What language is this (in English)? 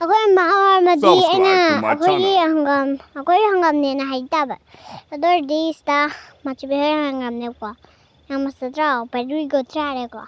Manipuri